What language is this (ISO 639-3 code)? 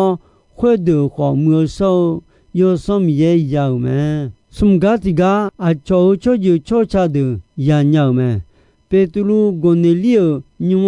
ahk